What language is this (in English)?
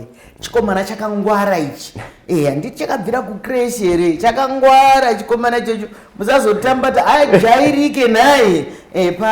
Shona